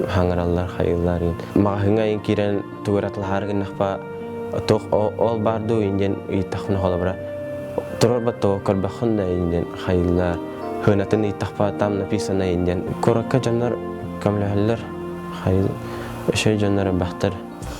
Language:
Yakut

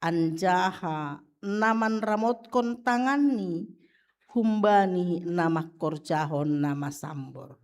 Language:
Batak Simalungun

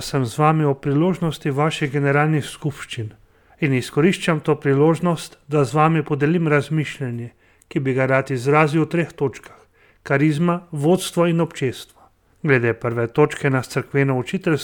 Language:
Slovenian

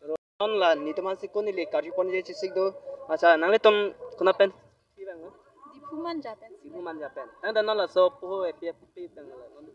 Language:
Karbi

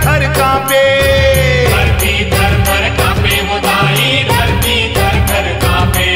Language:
Chhattisgarhi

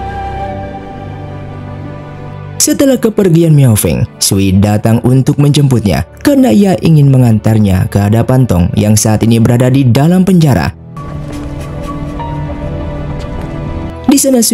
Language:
Indonesian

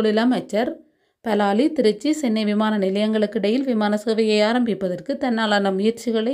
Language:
Tamil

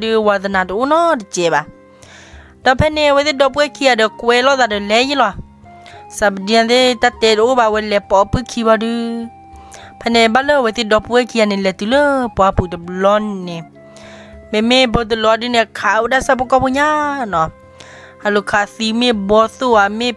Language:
S'gaw Karen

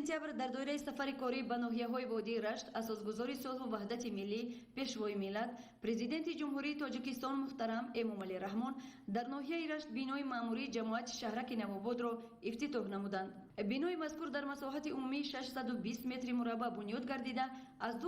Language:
Tajik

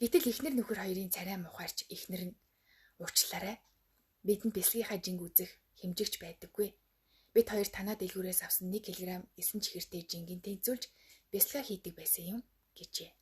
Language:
Mongolian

